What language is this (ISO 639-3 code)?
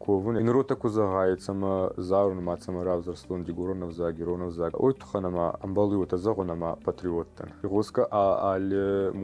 oss